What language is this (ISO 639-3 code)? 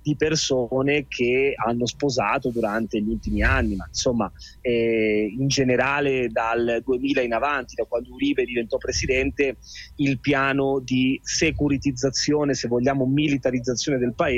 ita